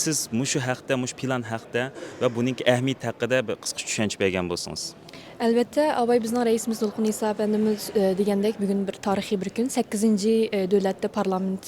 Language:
Uyghur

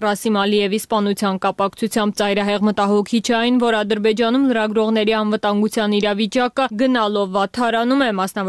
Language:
Armenian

